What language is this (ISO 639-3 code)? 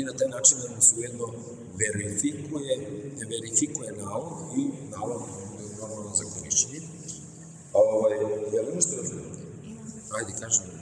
srp